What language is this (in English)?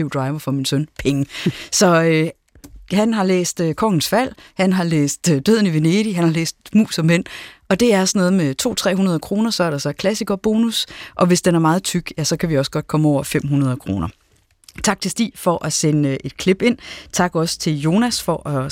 Danish